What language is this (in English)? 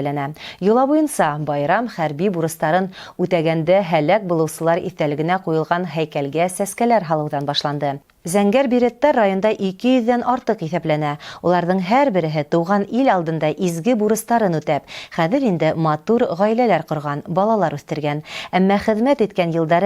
Bashkir